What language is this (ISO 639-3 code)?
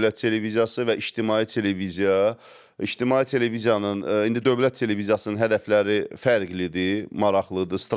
aze